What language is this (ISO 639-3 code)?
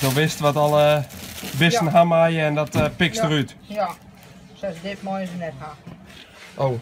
fry